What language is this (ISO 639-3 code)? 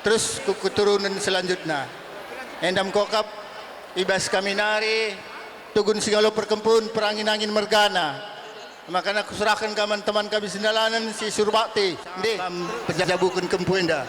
btx